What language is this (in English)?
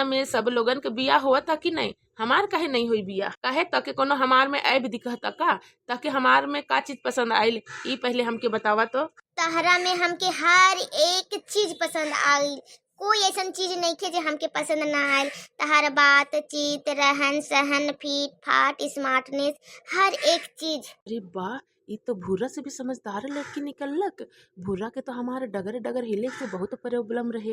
Bhojpuri